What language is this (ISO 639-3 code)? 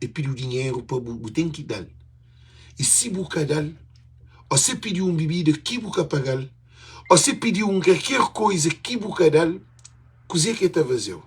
kea